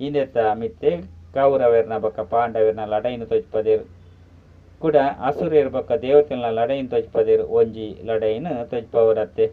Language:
Tulu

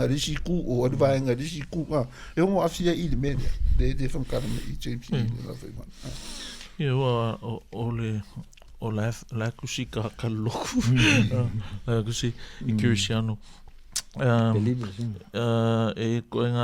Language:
Samoan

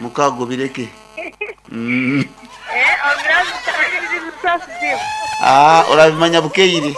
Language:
Nyoro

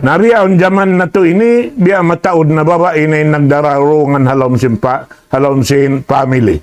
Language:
Tausug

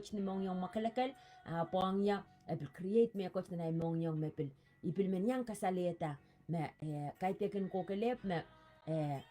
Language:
Pohnpeian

